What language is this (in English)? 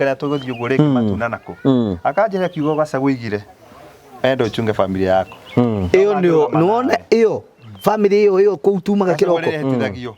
Kikuyu